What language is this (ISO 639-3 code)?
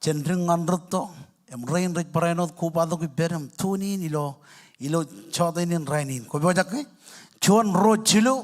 mah